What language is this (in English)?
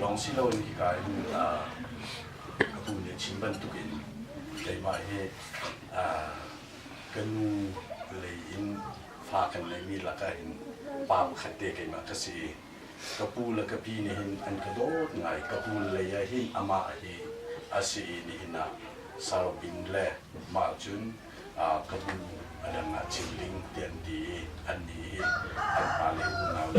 Hakha Chin